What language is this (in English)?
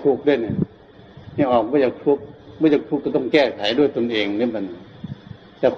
Northeastern Thai